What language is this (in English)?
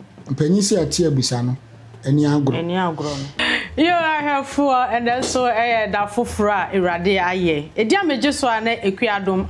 Akan